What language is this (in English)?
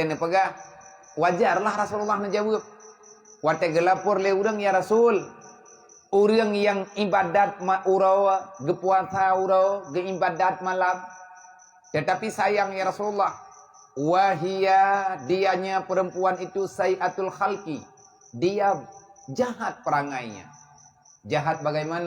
Achinese